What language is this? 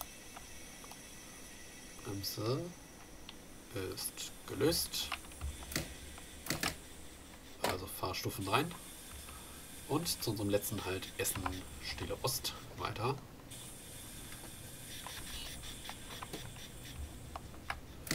German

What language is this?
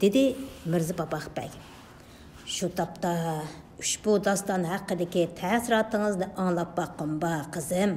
Uyghur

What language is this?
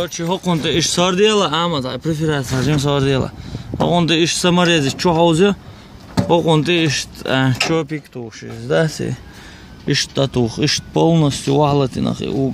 Chechen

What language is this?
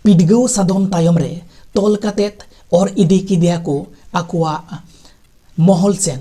Santali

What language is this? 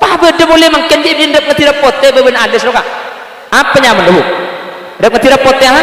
Madurese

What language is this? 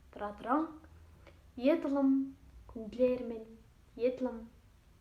Tuvinian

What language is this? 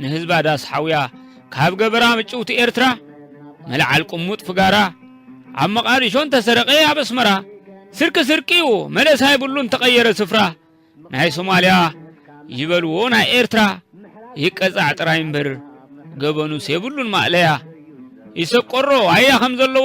Tigrinya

